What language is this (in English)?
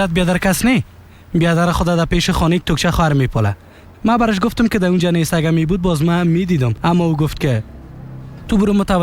Persian